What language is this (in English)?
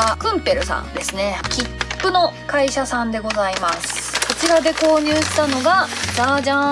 Japanese